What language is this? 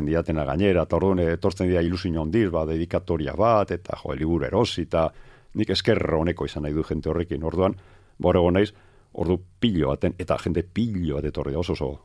Basque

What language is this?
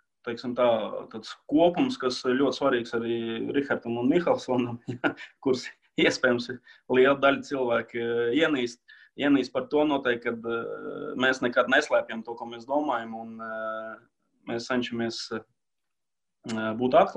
Latvian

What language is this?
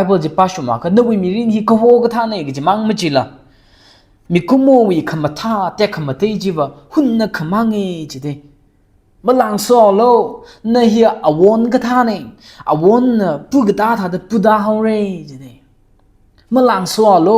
Tangkhul Naga (India)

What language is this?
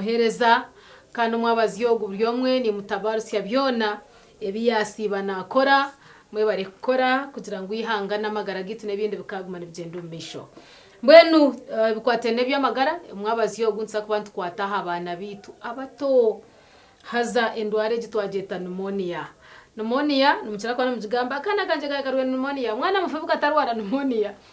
Nyankole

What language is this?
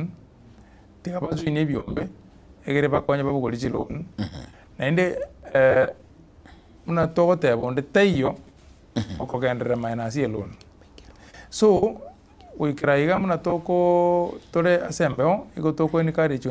Gusii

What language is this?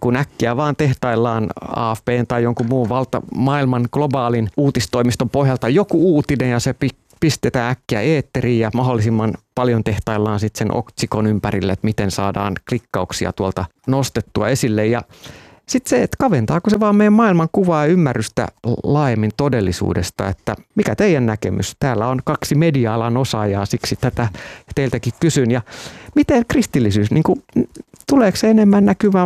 Finnish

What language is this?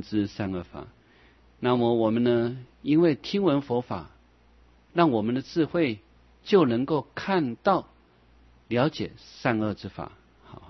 Chinese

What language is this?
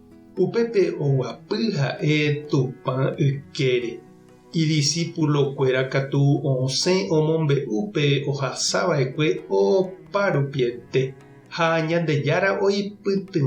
Guarani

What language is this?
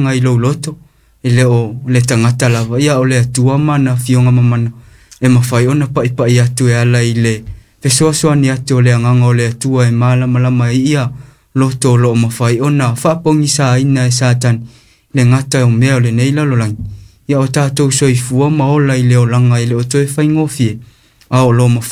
Samoan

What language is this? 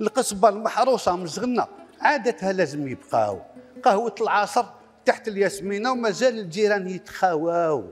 Algerian Arabic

